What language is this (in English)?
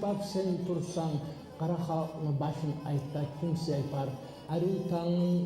Kumyk